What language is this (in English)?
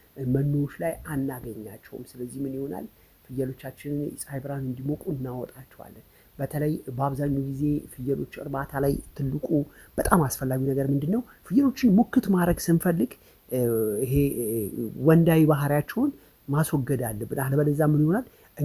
Amharic